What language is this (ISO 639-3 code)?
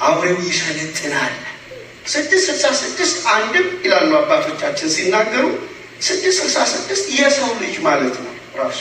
amh